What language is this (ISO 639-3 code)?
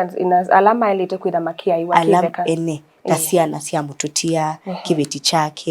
kam